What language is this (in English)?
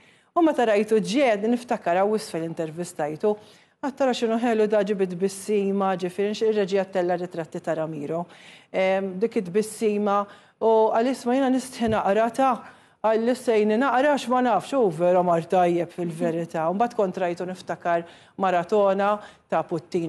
Maltese